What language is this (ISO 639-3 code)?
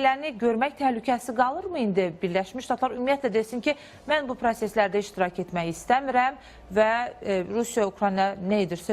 aze